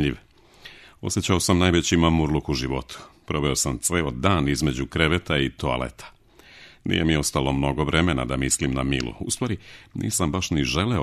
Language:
Serbian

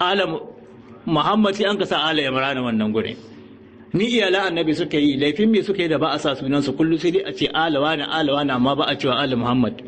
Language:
Hausa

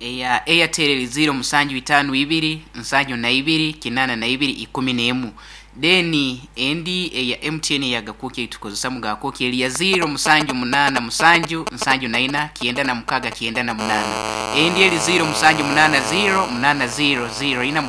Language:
Nyoro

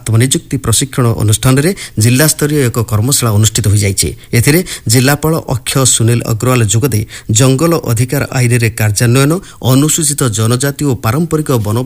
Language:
Odia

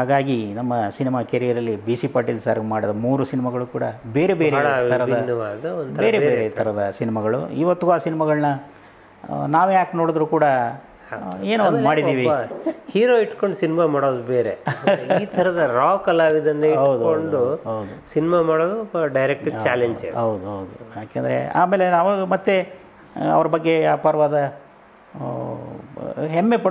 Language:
Kannada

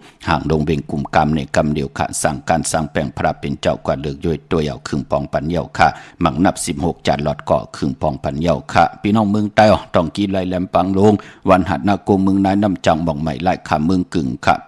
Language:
Shan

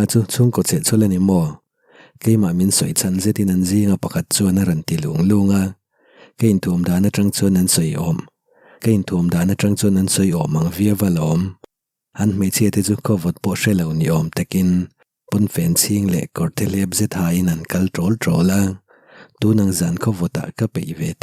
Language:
Mizo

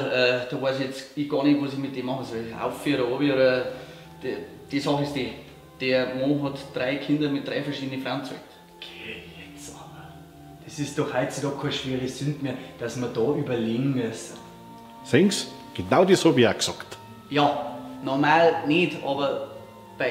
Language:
Bavarian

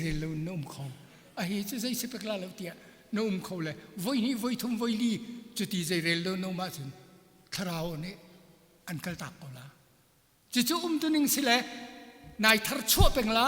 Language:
Hakha Chin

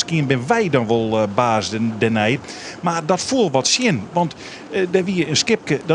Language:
Western Frisian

